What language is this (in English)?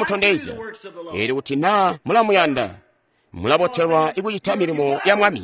Tonga (Zambia)